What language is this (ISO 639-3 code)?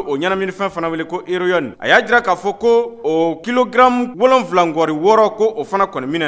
bam